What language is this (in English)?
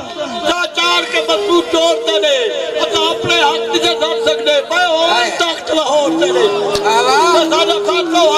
Saraiki